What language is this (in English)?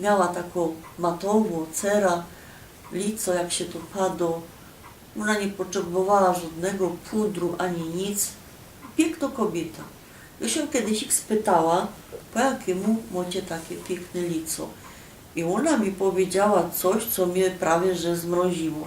Silesian